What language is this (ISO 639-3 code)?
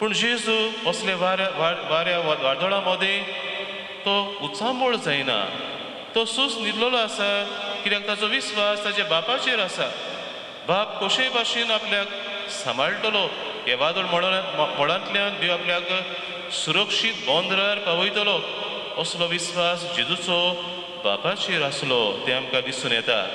kok